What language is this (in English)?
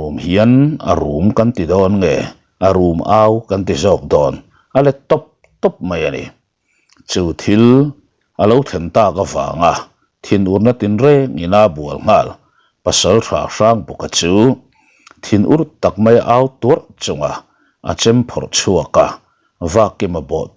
Mizo